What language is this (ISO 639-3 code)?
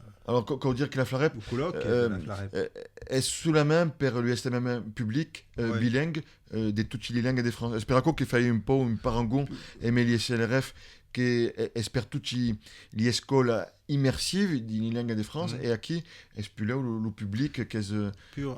oci